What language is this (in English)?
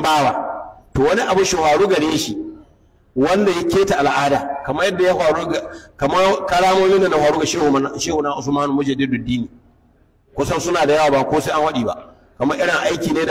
Hausa